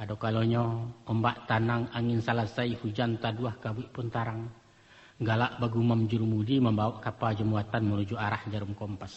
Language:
Minangkabau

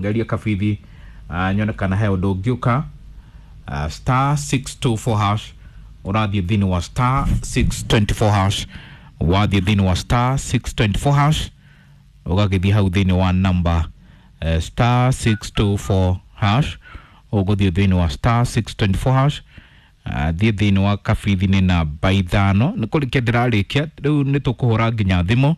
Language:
Kikuyu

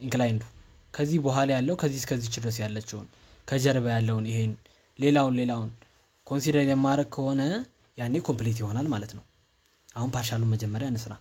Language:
Amharic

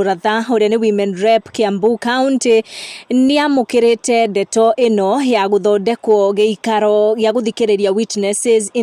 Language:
Kikuyu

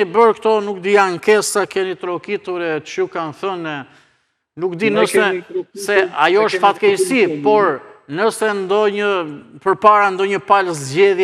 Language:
Albanian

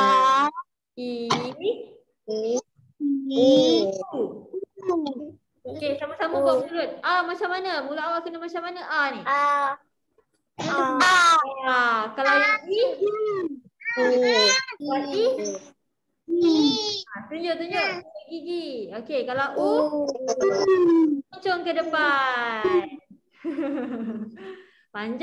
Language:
Malay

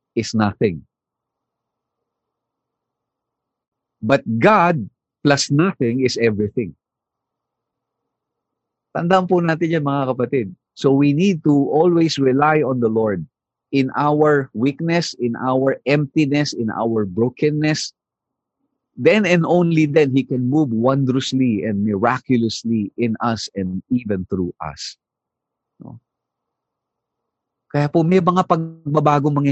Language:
Filipino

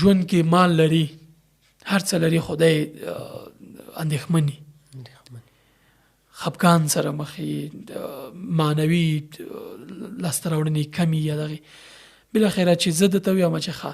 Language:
Pashto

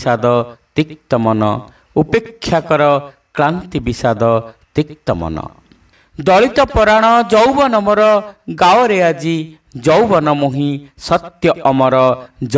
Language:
Odia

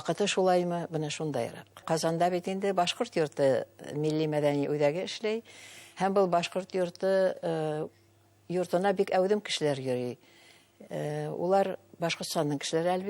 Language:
Bashkir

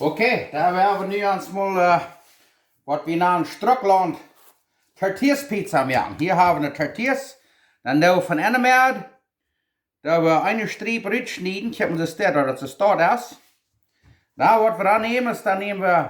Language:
Plautdietsch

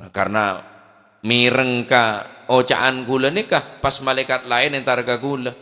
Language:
Madurese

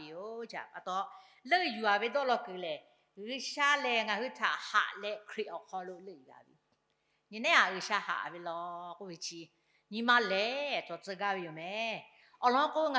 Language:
Lahu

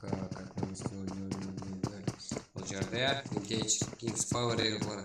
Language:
Kara-Kalpak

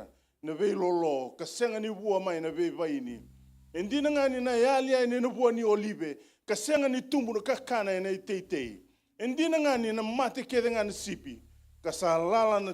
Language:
Fijian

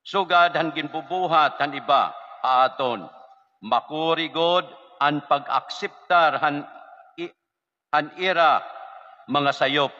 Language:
Waray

